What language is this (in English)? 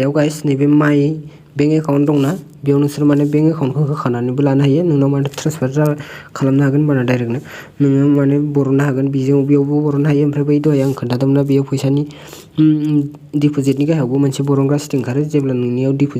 Bodo